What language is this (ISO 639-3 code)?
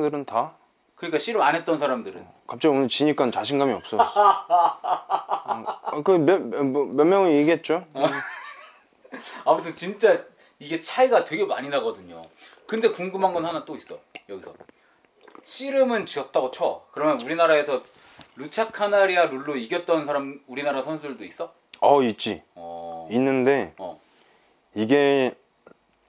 kor